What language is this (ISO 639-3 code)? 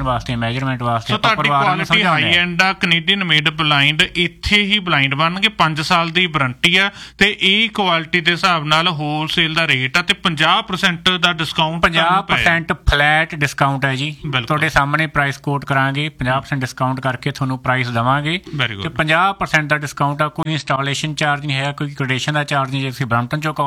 pan